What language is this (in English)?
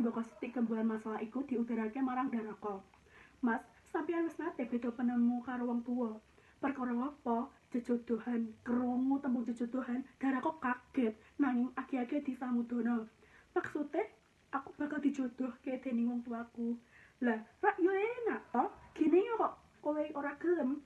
Javanese